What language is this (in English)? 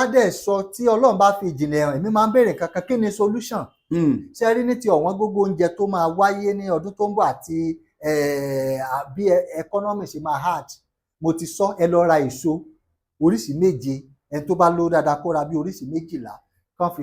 Yoruba